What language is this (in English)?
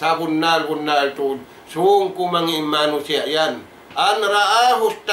Tausug